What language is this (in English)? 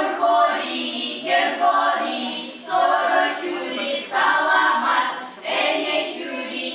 Chuvash